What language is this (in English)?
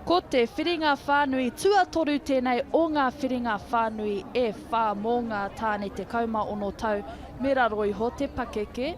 Māori